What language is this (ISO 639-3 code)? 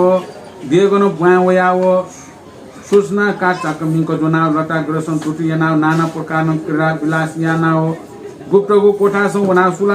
new